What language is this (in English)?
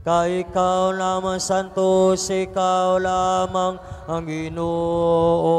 Cebuano